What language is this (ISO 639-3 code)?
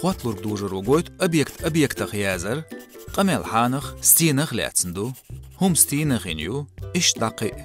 che